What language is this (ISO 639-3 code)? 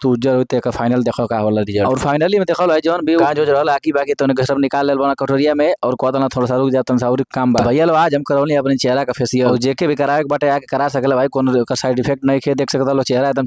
bho